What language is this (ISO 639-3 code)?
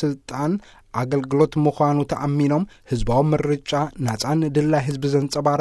tir